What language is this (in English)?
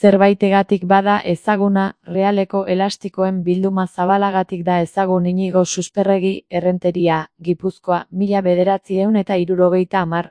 Basque